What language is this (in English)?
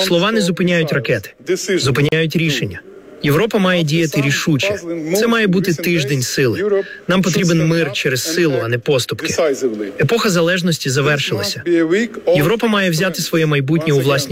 Ukrainian